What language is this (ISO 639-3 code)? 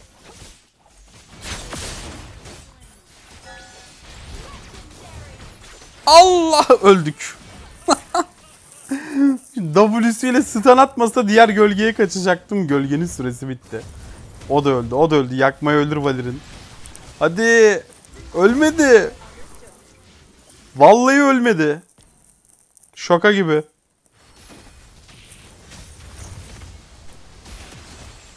tur